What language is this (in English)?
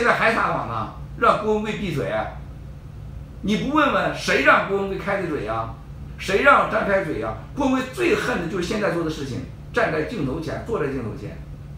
Chinese